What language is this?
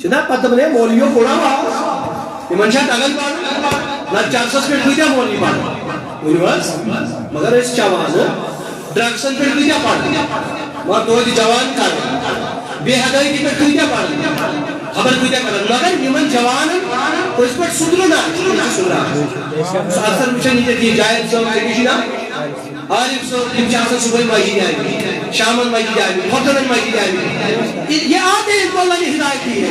Kashmiri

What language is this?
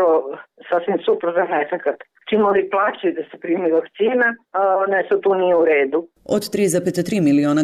Serbian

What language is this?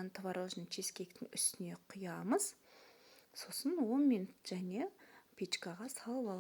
Kazakh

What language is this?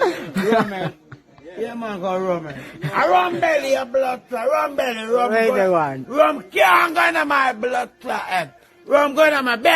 Jamaican Creole English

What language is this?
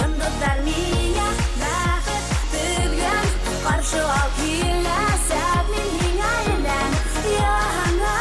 Bashkir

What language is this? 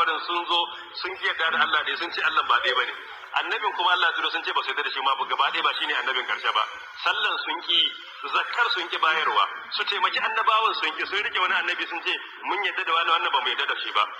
Hausa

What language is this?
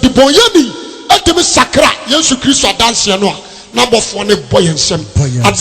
Akan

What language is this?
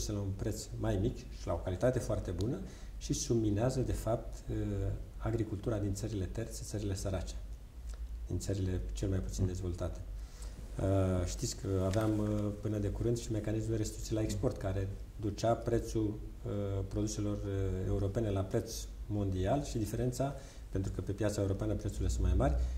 Romanian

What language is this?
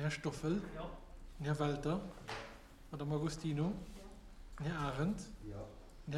Luxembourgish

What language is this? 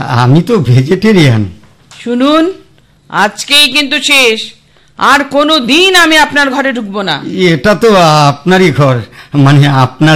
Bangla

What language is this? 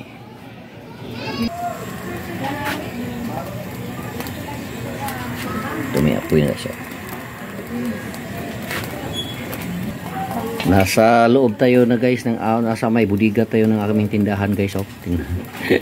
Filipino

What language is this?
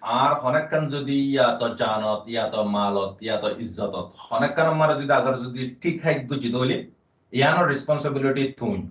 Rohingya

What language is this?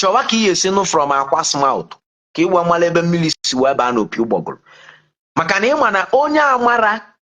Igbo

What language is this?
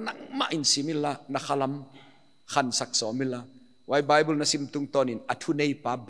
Paite Chin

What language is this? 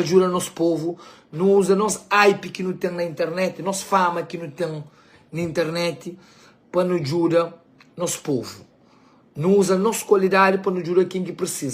Kabuverdianu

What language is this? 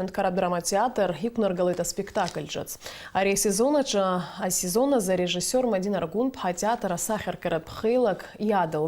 Abkhazian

